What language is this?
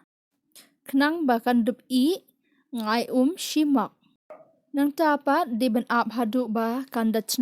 Khasi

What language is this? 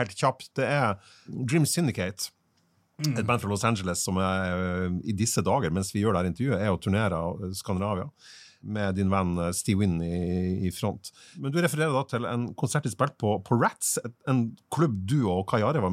Norwegian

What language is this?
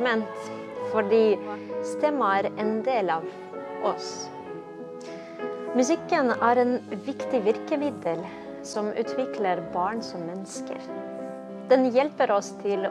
Norwegian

